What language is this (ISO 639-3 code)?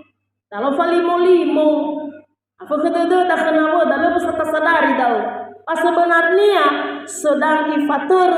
nia